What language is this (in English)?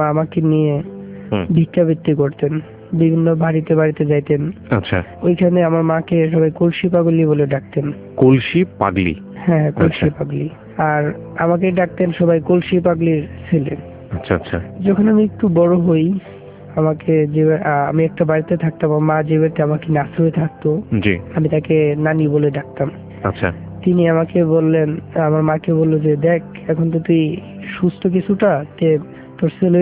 Bangla